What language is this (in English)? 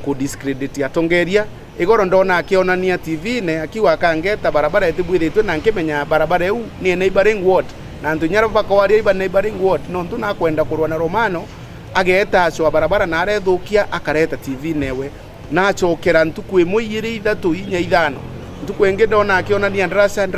Meru